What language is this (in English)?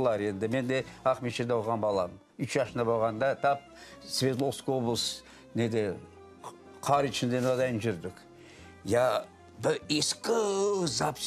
Crimean Tatar